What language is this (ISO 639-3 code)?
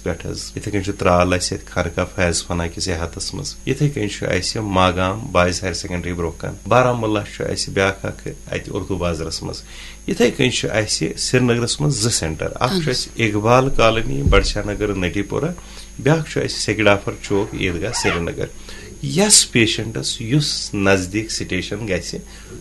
kas